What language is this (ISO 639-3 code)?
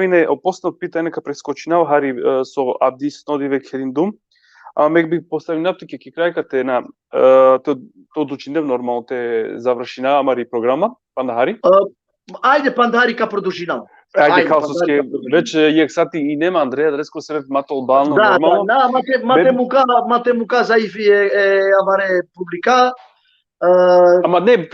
rmn